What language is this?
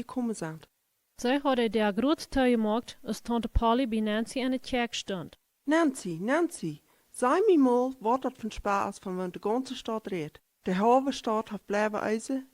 Plautdietsch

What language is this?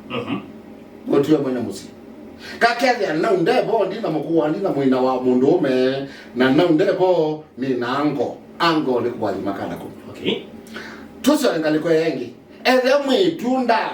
Kamba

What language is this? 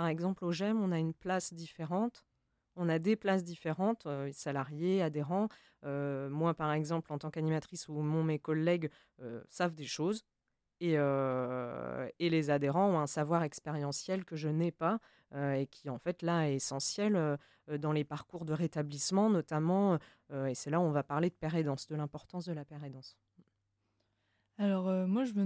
French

